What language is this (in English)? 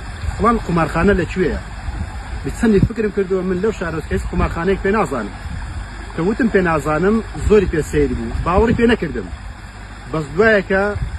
Central Kurdish